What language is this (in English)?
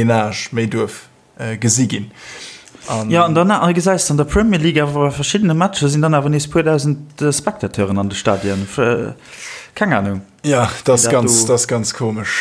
Luxembourgish